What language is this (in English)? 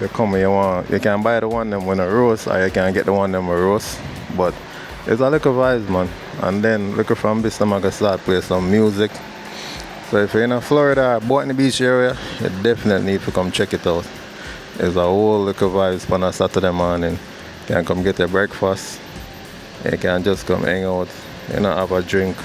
Jamaican Creole English